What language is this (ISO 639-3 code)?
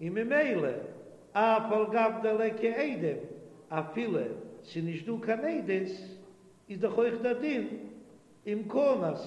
yid